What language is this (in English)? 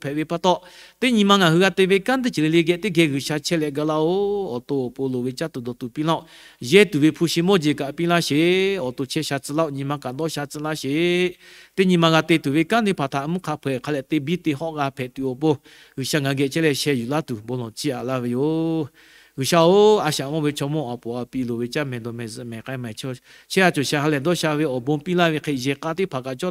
Lahu